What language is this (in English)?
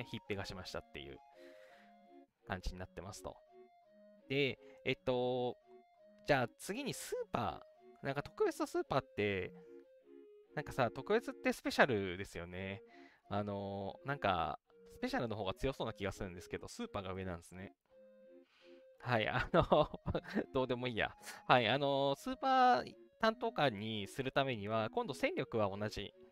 Japanese